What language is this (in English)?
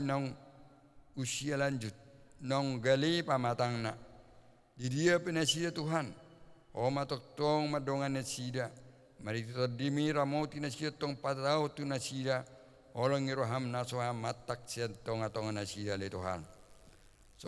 Batak Toba